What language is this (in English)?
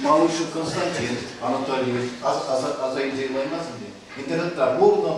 Chuvash